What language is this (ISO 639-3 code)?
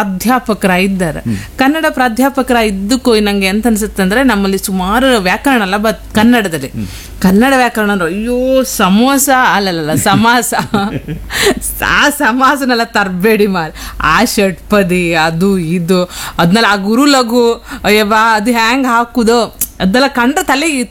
kan